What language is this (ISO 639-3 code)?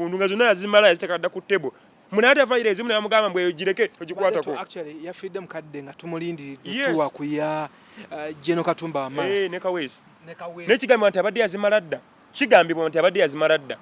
lug